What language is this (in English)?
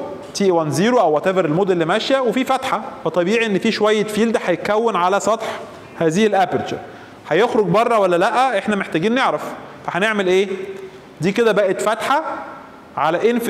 Egyptian Arabic